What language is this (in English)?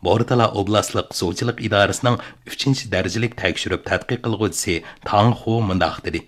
Uyghur